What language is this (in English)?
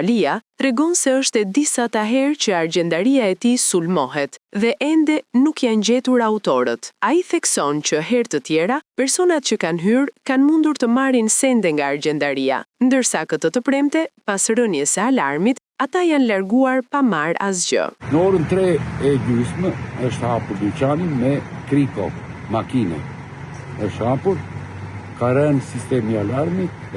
Albanian